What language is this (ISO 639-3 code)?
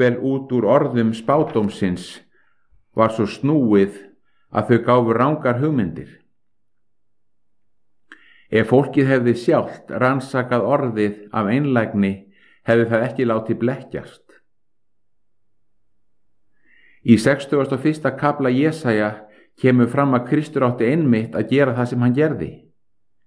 isl